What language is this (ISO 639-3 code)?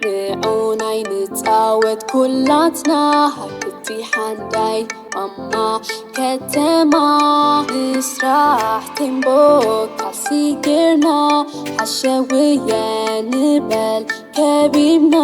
tir